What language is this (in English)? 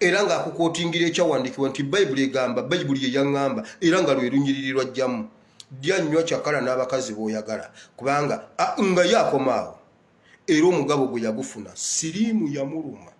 Ganda